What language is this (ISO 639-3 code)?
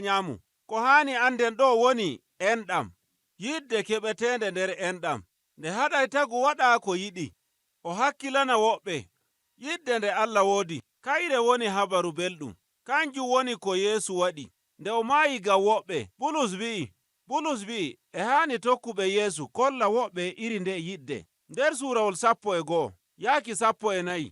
fuv